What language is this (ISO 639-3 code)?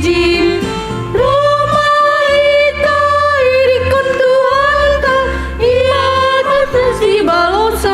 bts